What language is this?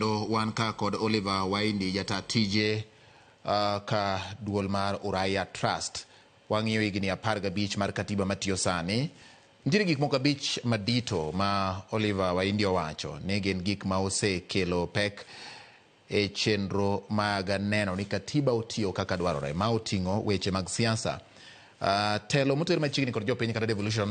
Luo (Kenya and Tanzania)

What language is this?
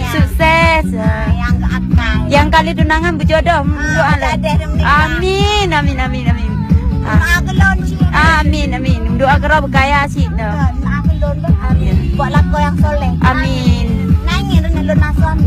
Achinese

